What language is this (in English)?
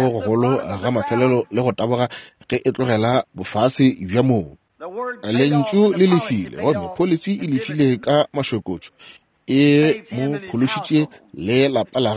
Northern Sotho